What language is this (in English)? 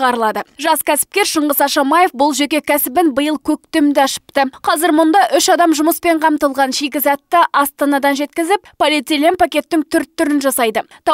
Kazakh